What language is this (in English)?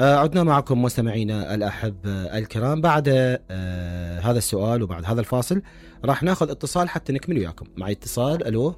Mesopotamian Arabic